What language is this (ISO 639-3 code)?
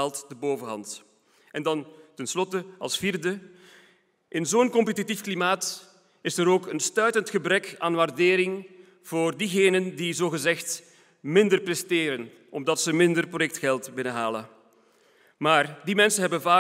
nld